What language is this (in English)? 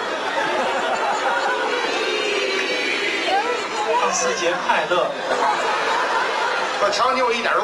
Chinese